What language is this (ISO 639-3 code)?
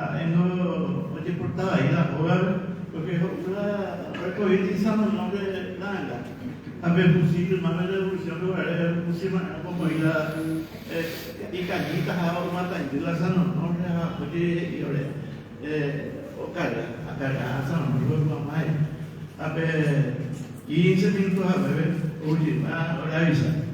grn